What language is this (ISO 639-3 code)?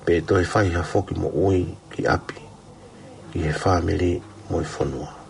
ton